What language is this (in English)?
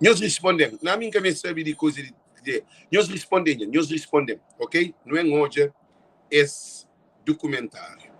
Kabuverdianu